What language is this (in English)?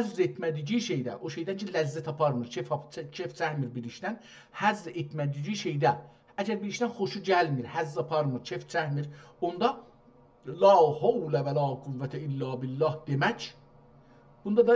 South Azerbaijani